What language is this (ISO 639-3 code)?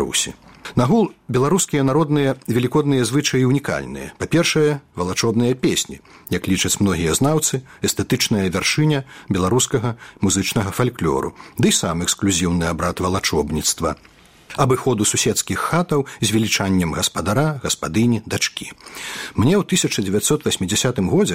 bel